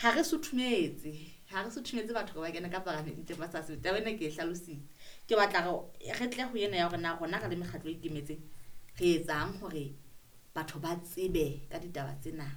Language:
Southern Sotho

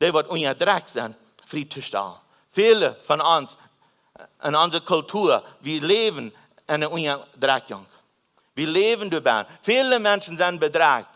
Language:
Plautdietsch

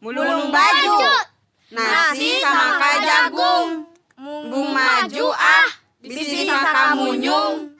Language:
Sundanese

